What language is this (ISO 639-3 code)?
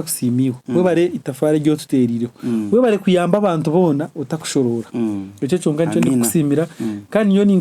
nyn